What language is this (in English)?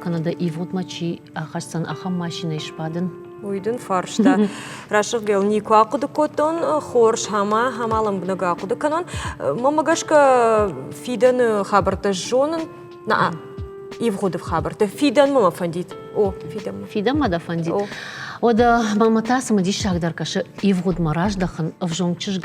Ossetic